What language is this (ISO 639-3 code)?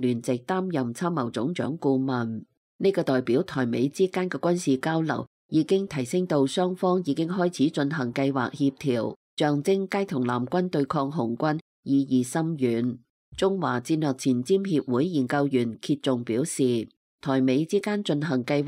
yue